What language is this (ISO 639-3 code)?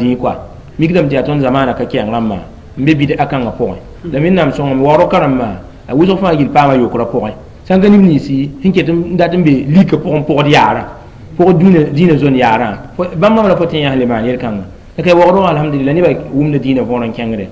mos